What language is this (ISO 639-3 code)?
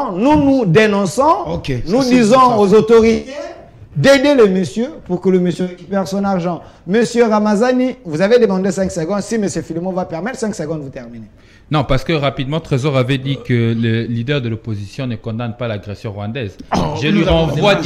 fra